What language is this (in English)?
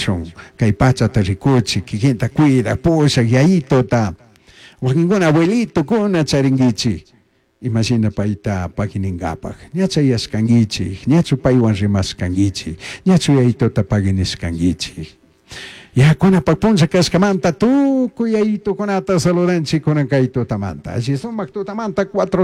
Chimborazo Highland Quichua